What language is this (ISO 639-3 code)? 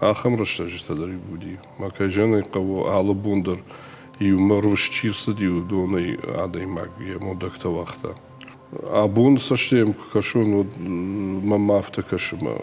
oss